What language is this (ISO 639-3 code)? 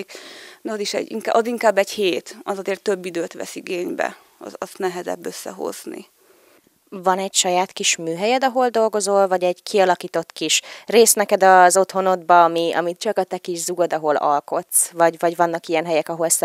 hun